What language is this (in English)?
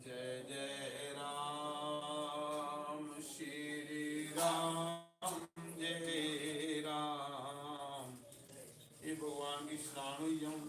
Dogri